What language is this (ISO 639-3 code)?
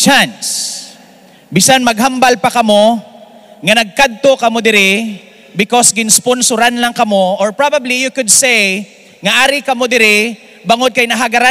hil